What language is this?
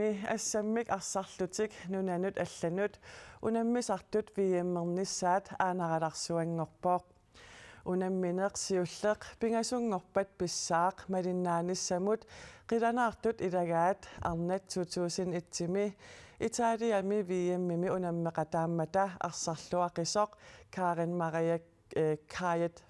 Kalaallisut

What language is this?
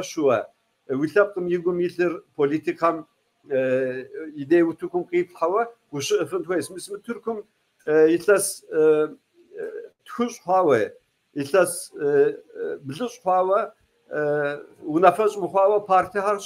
Kabardian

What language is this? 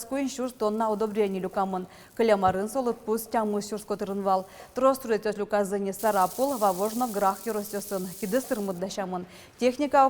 Udmurt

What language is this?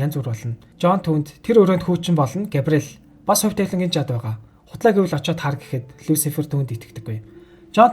Mongolian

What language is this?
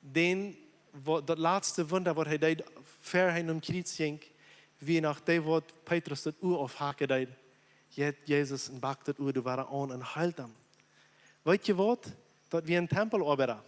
Plautdietsch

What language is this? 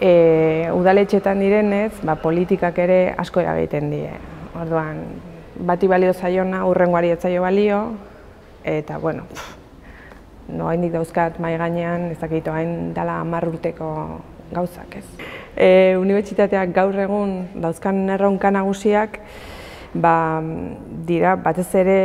Basque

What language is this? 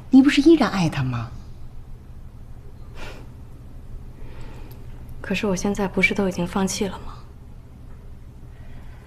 Chinese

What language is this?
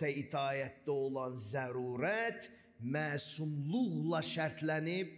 Azerbaijani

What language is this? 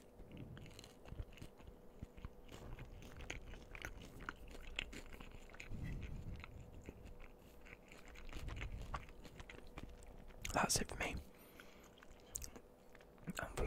English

